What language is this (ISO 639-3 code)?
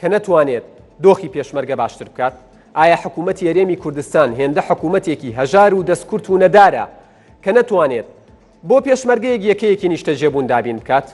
ckb